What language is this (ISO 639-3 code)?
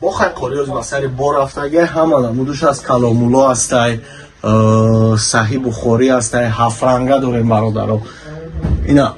tgk